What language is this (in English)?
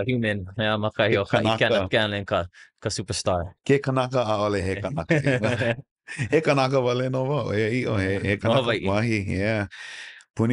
Hawaiian